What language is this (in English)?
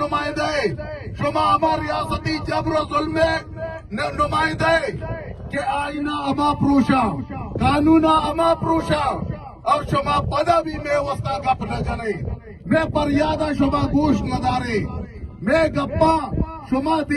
Baluchi